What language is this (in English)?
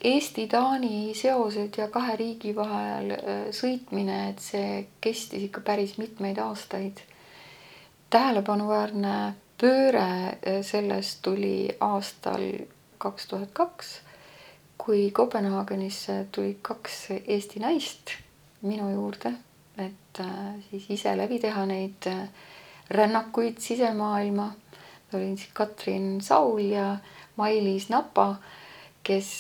Estonian